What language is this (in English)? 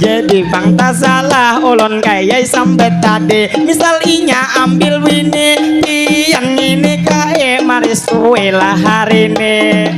Banjar